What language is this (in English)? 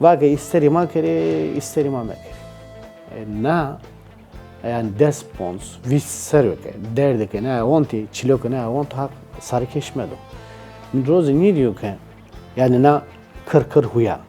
Zaza